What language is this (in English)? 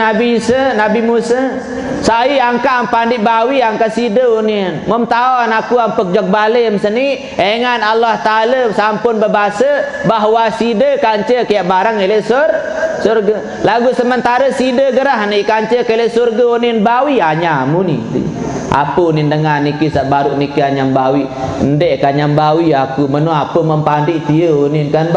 Sasak